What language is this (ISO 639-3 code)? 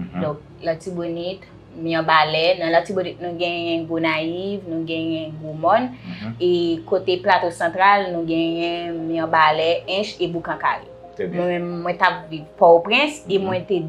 hat